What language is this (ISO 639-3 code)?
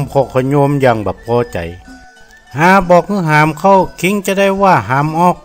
nod